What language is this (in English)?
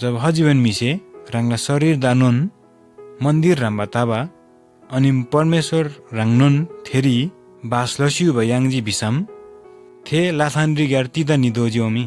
Eastern Tamang